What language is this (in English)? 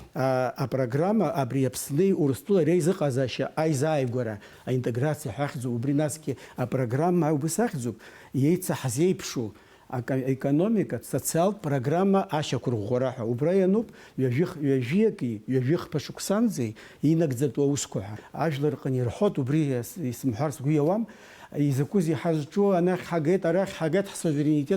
Abkhazian